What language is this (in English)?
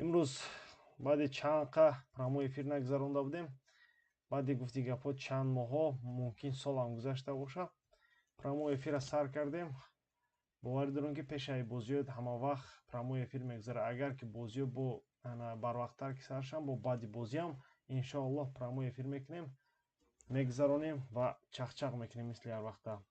Tajik